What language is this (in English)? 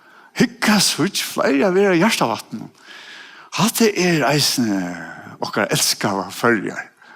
Faroese